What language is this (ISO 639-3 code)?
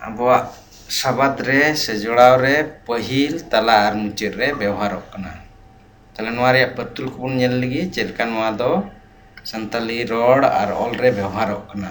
sat